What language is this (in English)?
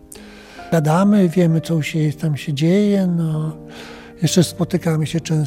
Polish